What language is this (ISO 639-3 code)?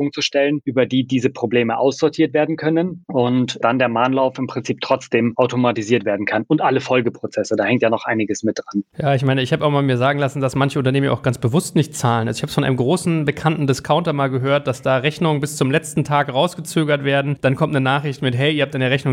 deu